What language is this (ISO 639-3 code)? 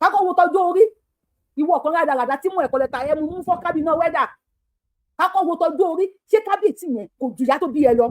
yor